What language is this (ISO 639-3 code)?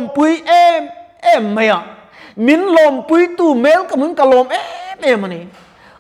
lus